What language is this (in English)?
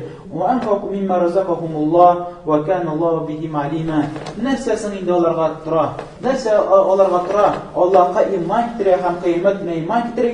Tatar